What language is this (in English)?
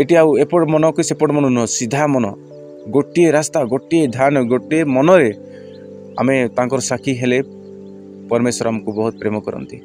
Odia